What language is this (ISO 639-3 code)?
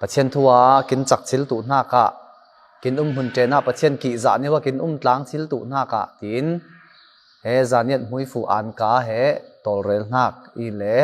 cfm